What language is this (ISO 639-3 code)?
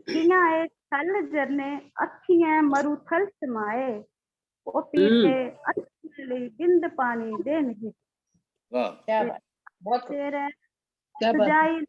doi